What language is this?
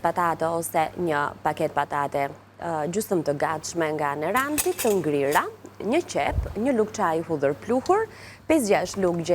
Albanian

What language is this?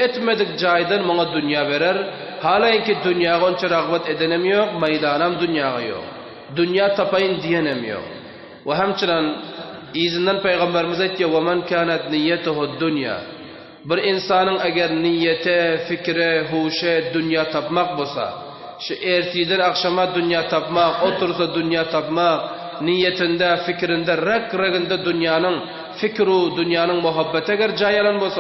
Turkmen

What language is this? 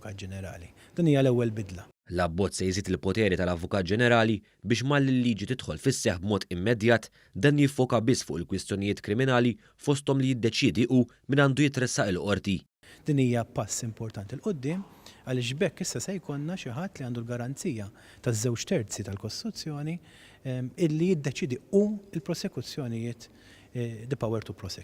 Maltese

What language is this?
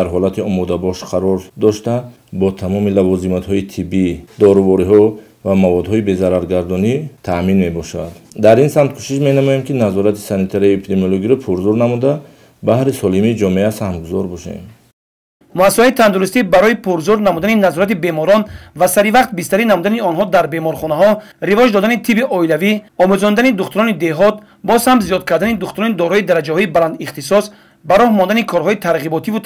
Tajik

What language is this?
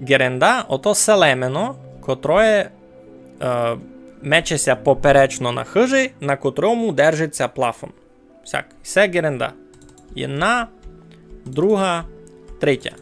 Rusyn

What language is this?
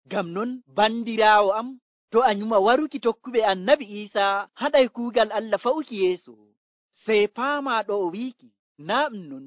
Nigerian Fulfulde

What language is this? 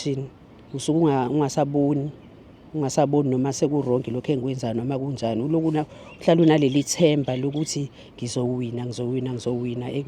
Zulu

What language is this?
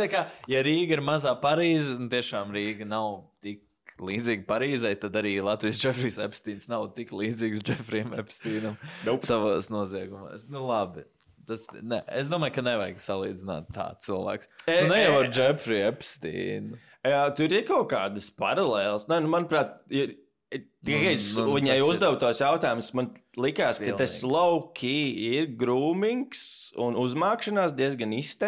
Latvian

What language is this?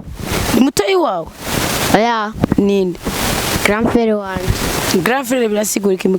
Rundi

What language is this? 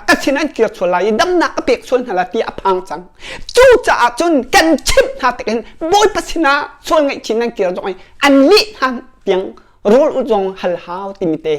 Hakha Chin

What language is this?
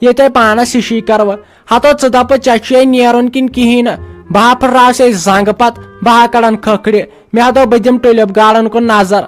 Kashmiri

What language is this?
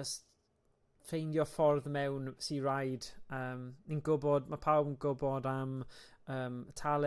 Welsh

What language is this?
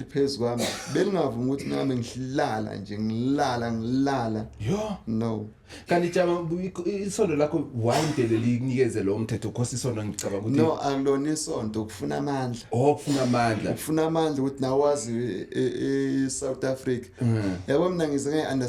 Zulu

